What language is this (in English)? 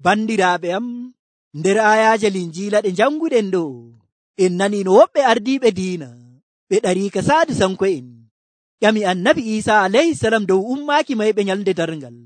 Nigerian Fulfulde